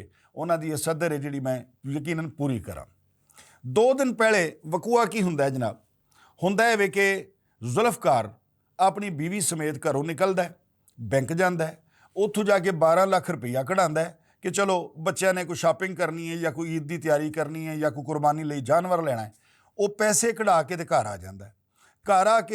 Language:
Western Panjabi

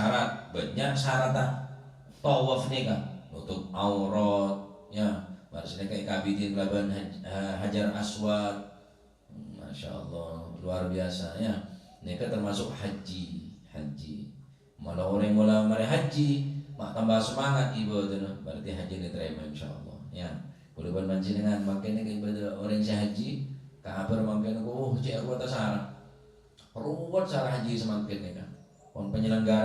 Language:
Madurese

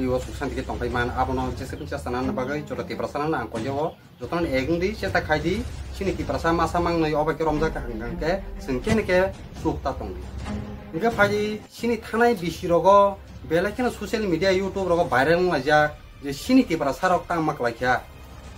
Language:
Kok Borok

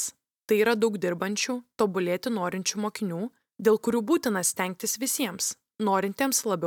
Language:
Lithuanian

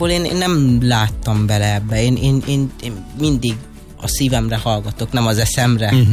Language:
Hungarian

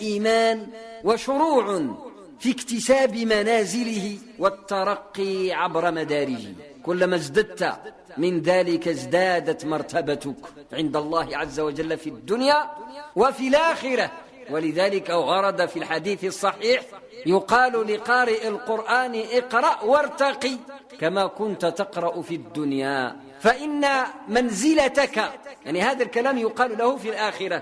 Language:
Arabic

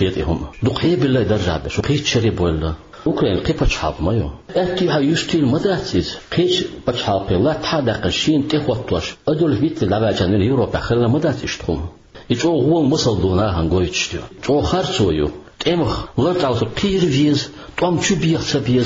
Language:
Chechen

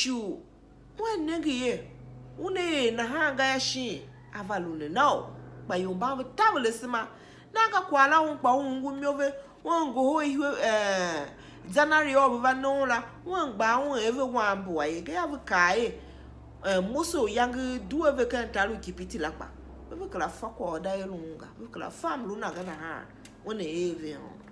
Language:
Tiv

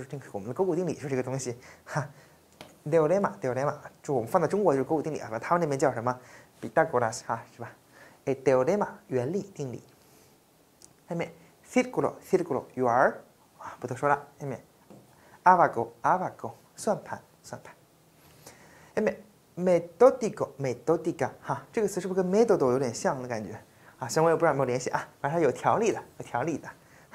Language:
Chinese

